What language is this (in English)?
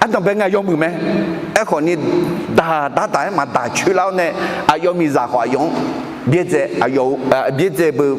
Akha